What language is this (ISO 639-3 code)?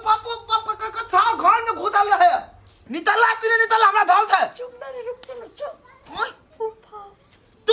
mai